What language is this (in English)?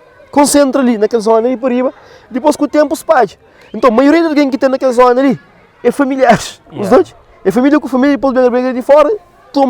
Kabuverdianu